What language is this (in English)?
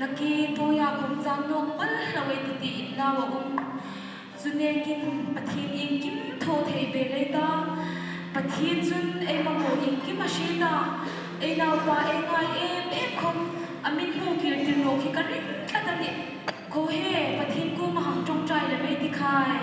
Hmar